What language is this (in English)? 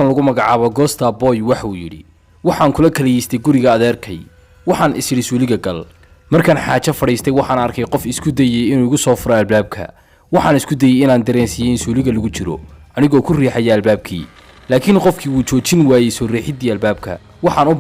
Somali